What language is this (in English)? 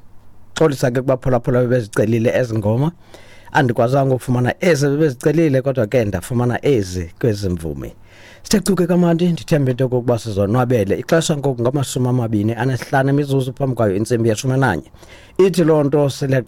Xhosa